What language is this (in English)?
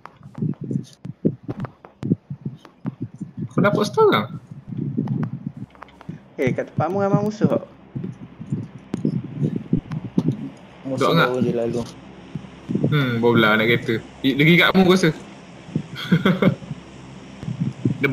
Malay